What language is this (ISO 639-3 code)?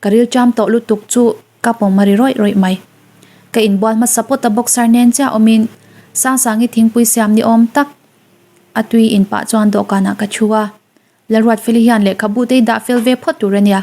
lus